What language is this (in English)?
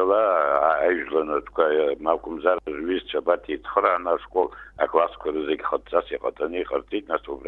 Abkhazian